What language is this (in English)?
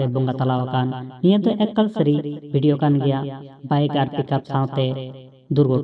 Santali